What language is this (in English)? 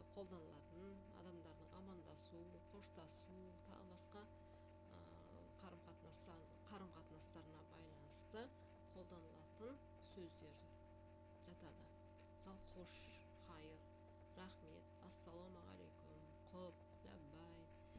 Kazakh